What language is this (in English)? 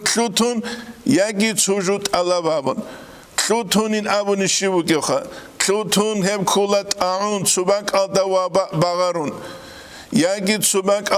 Avaric